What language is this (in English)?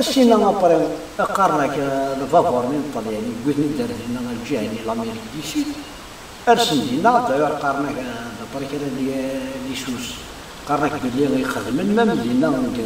Kabyle